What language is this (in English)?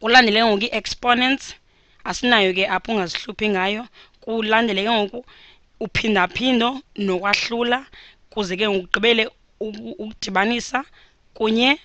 Xhosa